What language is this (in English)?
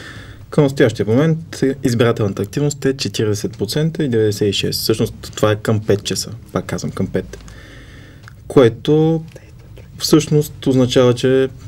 Bulgarian